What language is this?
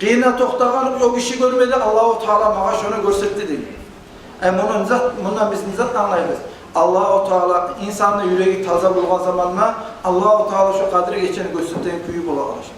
Kumyk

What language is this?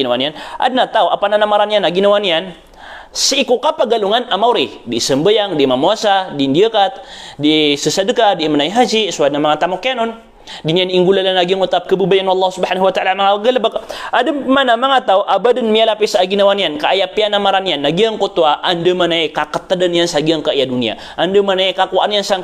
Maranao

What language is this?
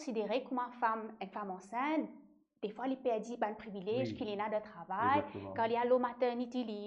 Morisyen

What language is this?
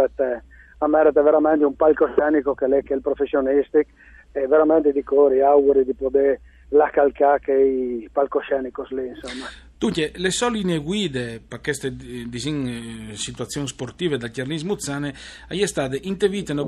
Friulian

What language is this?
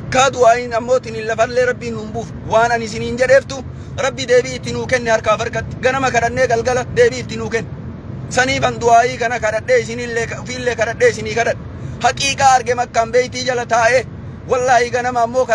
Oromo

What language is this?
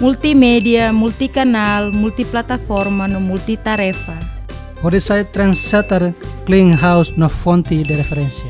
Tetum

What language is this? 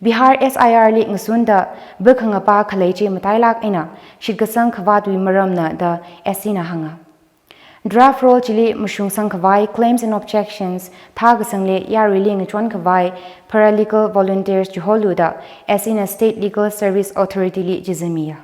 Tangkhul Naga (India)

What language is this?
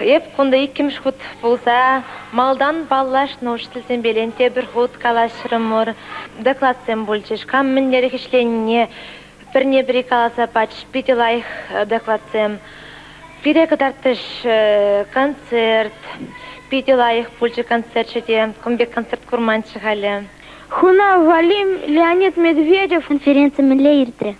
Chuvash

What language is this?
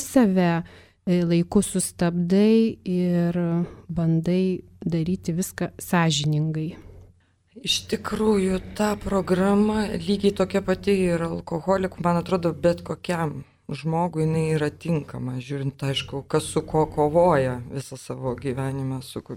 Lithuanian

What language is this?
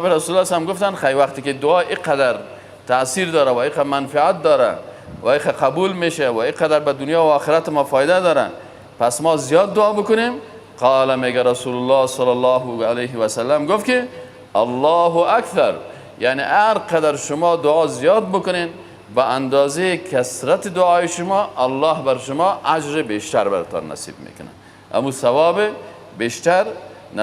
Persian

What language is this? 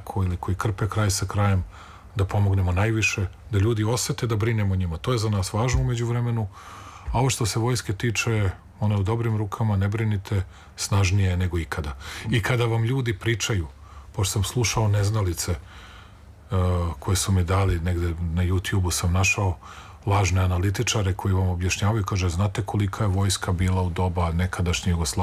Serbian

